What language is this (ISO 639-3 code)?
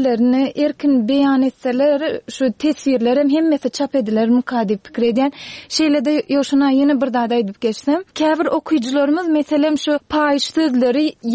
tuk